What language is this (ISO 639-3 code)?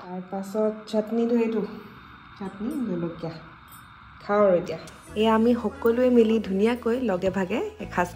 asm